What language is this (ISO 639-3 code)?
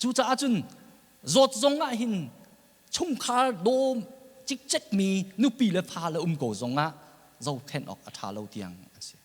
cnh